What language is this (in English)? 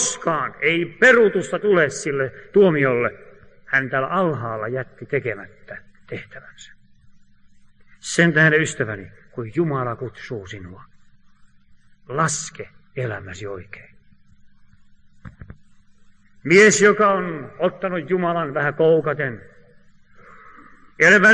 Finnish